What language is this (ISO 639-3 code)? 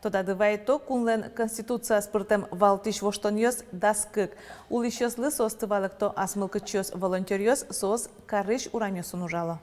udm